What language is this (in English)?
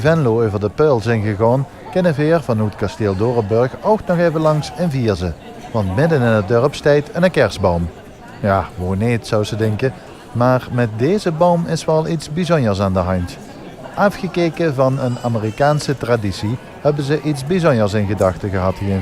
Limburgish